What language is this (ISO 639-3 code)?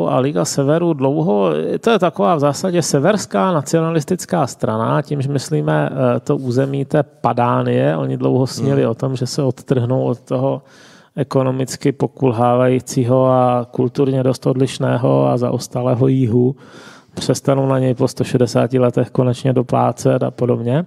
ces